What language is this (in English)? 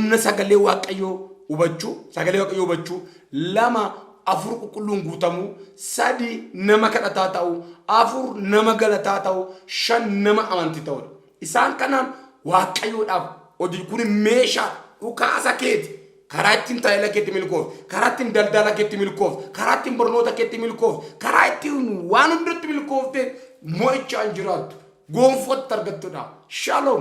Oromo